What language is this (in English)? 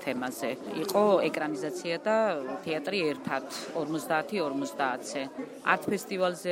Georgian